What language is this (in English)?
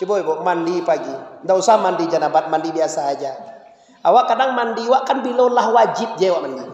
Minangkabau